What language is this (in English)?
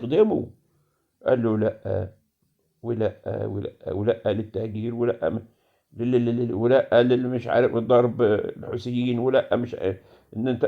Egyptian Arabic